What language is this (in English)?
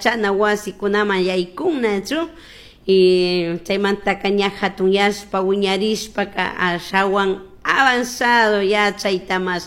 Chimborazo Highland Quichua